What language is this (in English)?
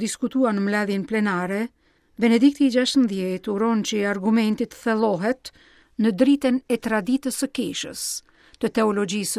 Albanian